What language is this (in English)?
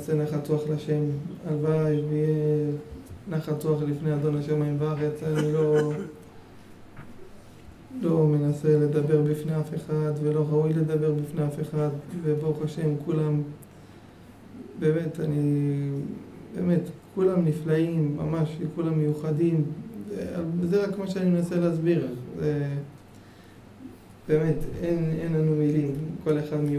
Hebrew